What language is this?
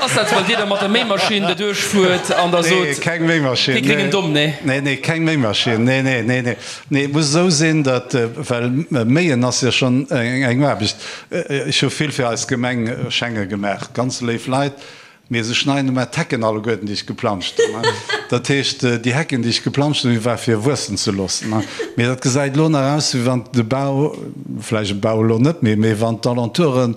Luxembourgish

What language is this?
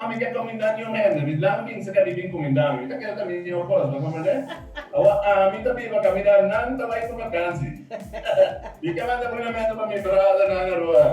Papiamento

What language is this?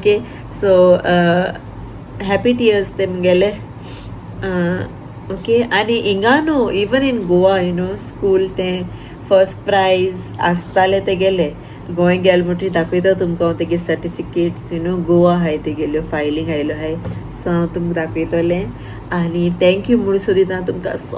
Konkani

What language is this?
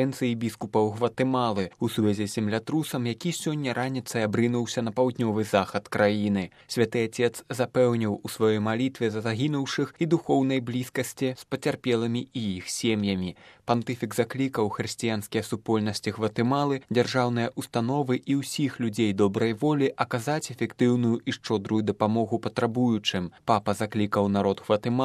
Belarusian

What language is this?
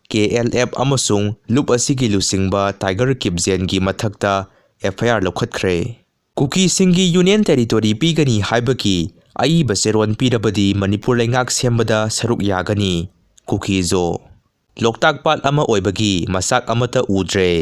Manipuri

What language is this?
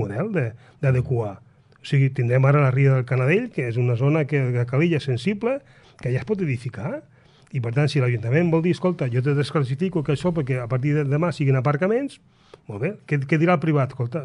Catalan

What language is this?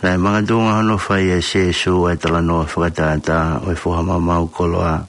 Tongan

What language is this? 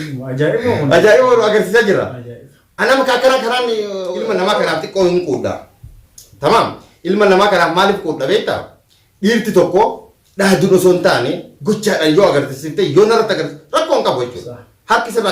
Oromo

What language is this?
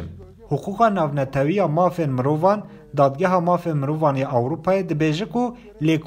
Kurdish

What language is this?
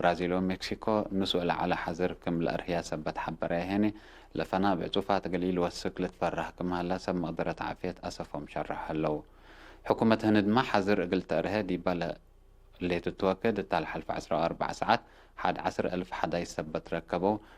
Tigre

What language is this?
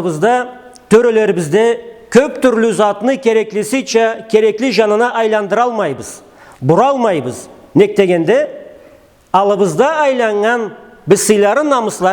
Karachay-Balkar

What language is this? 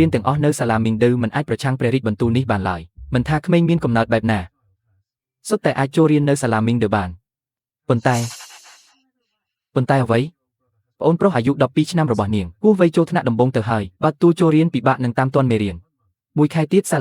Khmer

